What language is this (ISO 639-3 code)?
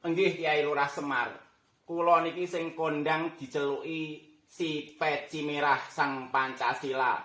jav